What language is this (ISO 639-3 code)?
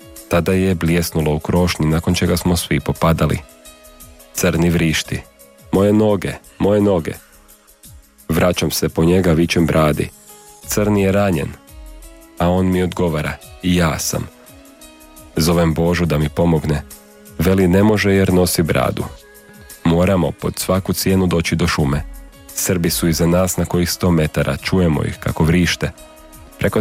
hrv